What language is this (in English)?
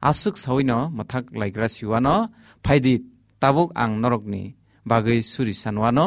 Kok Borok